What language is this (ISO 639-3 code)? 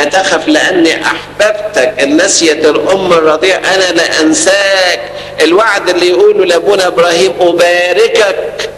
arz